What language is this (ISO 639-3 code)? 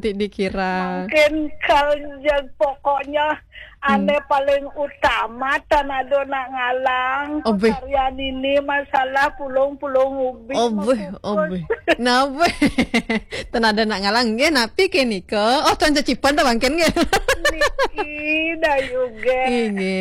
ban